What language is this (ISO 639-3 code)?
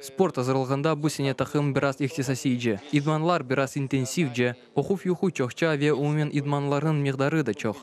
crh